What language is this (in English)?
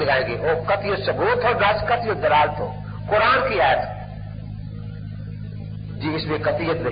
Urdu